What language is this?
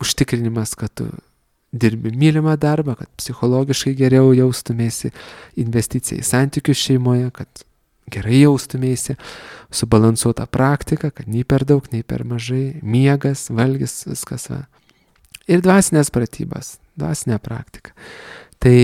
Lithuanian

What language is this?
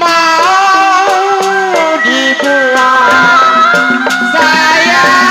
Betawi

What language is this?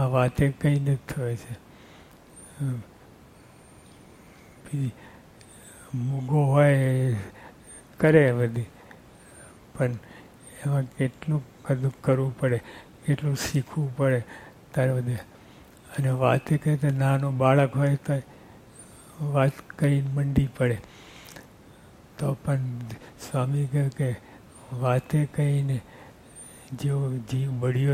Gujarati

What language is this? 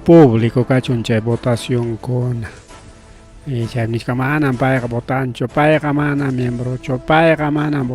Ayacucho Quechua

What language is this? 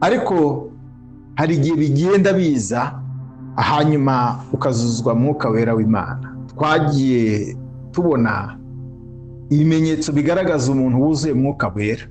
Kinyarwanda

